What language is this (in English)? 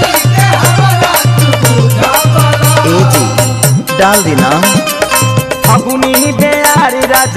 Bhojpuri